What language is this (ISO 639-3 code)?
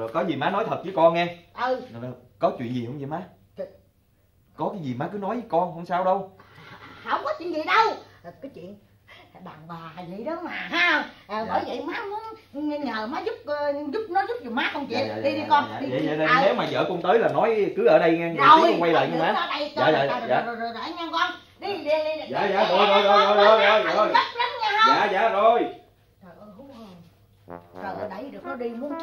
vie